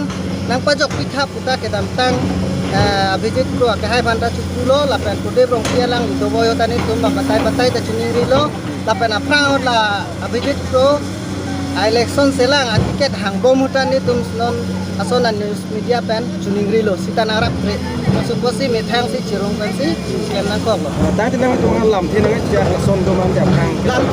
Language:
Karbi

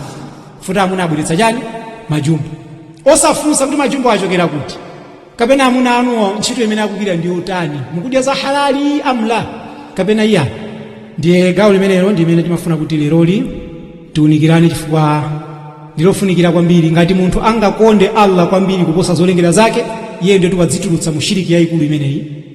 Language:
Nyanja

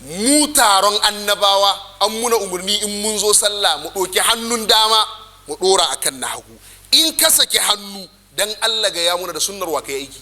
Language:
Hausa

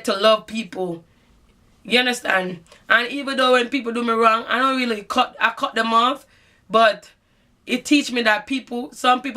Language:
Jamaican Creole English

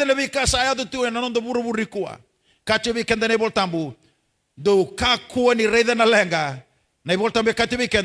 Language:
Fijian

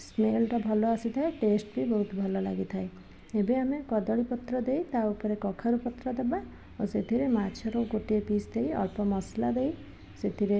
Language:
Odia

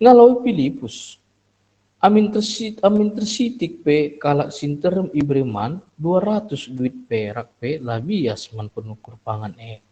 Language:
Batak Karo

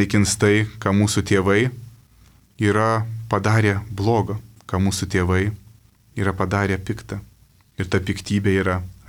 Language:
Lithuanian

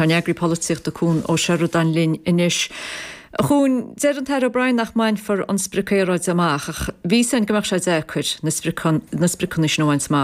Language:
Irish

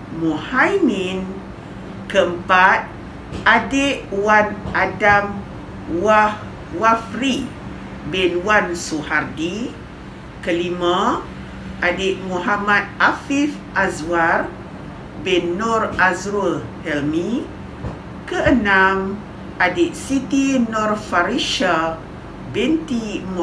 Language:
Malay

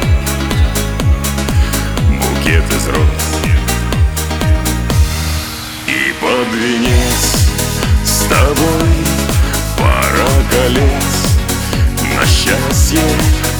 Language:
Russian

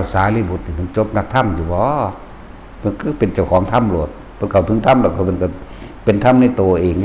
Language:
Northeastern Thai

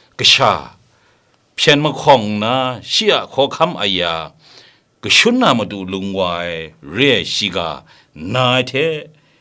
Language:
Kachin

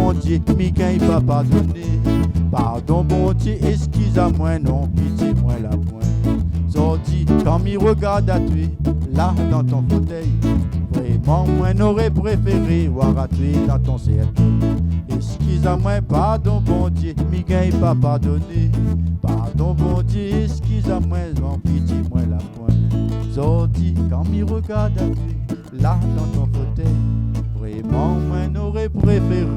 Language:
Réunion Creole French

